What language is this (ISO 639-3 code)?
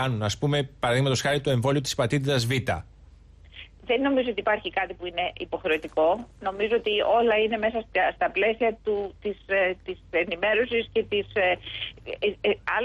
ell